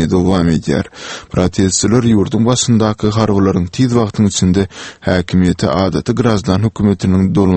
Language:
Turkmen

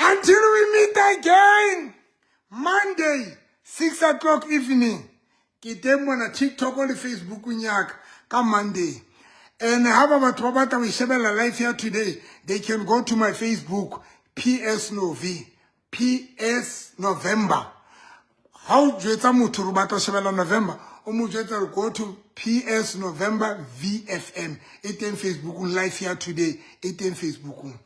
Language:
Southern Sotho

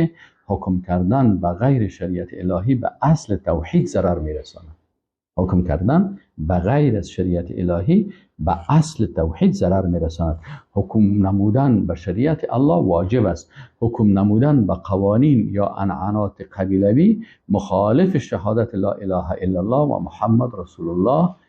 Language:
Persian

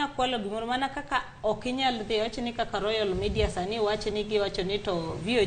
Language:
Luo (Kenya and Tanzania)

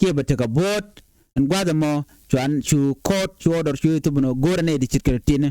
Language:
Nuer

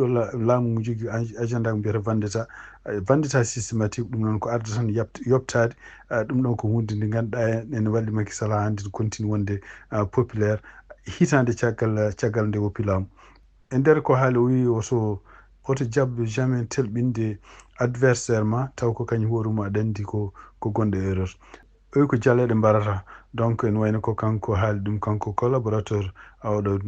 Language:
Fula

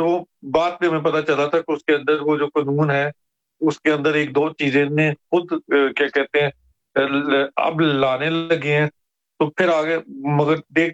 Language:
Urdu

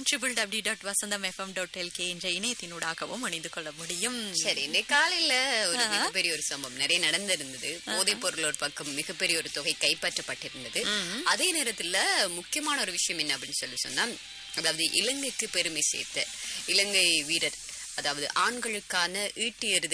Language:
Tamil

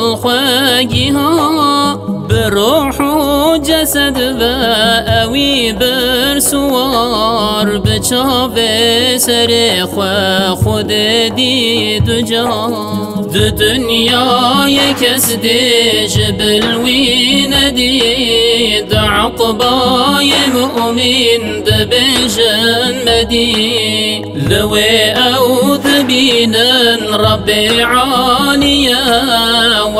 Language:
Kurdish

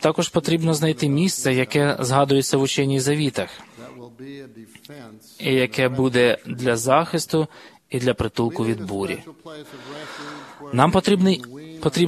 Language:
Ukrainian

